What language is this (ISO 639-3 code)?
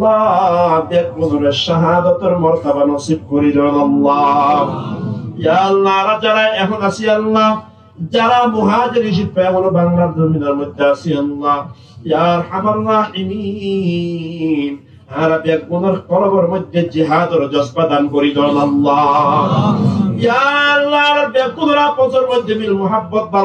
rhg